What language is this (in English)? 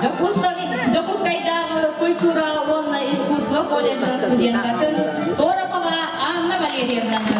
Yakut